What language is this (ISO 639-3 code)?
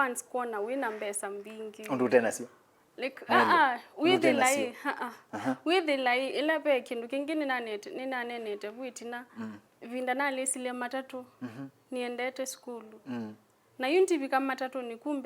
kam